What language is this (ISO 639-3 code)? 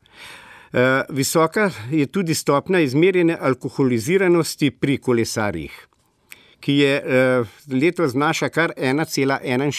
slv